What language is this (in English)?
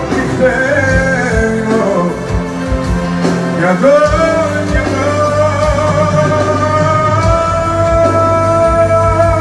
Greek